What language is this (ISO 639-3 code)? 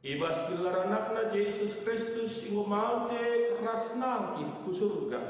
btx